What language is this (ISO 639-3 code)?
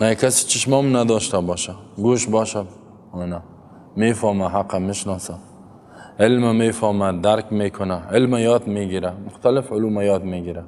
fas